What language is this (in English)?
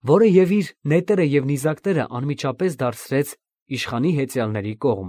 Armenian